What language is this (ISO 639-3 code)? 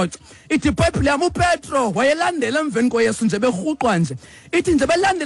xho